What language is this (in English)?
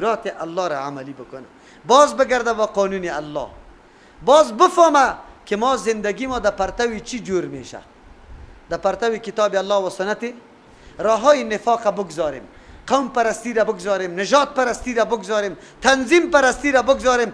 Persian